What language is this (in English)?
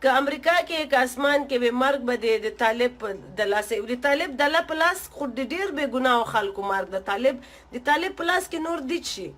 Pashto